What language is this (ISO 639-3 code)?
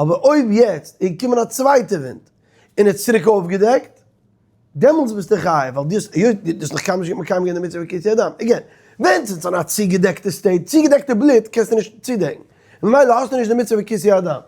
yid